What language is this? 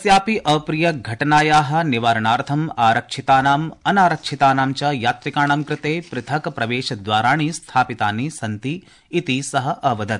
Sanskrit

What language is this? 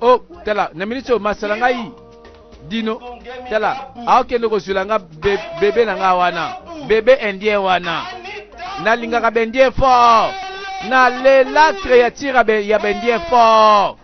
Lingala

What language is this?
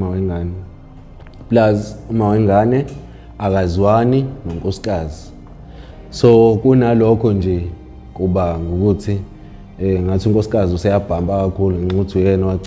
Zulu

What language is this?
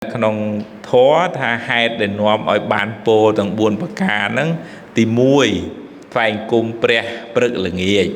Khmer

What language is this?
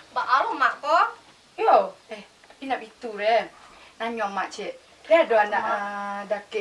Minangkabau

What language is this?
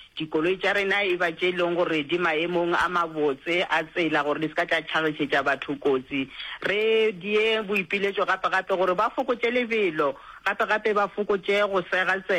Northern Sotho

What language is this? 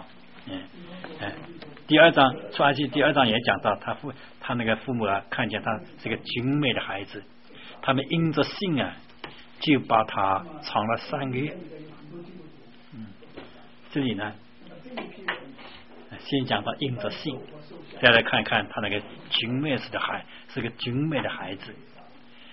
Chinese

